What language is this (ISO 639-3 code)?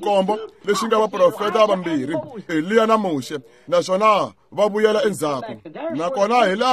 tso